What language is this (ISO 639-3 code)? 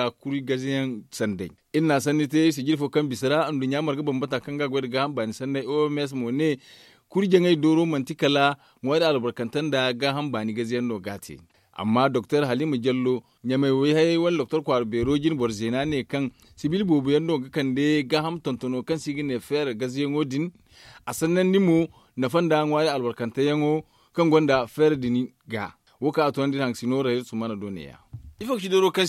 dje